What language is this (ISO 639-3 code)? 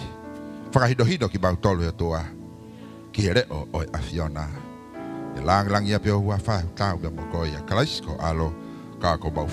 ton